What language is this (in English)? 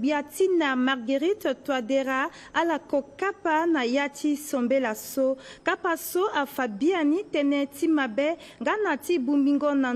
Sango